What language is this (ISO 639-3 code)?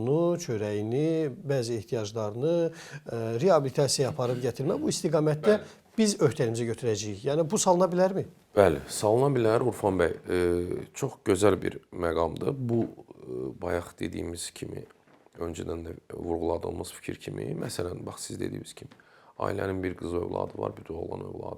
aze